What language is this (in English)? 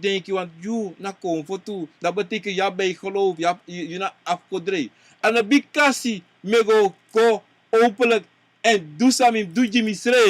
Sranan Tongo